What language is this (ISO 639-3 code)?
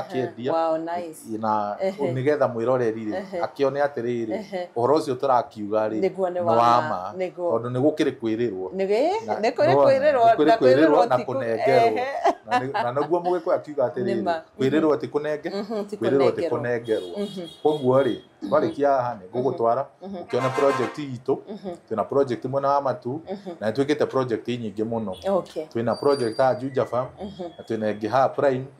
kik